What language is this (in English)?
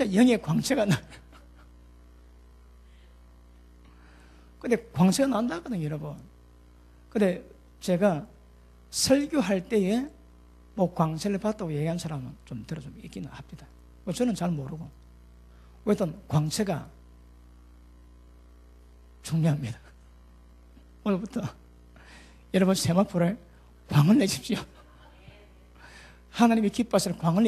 Korean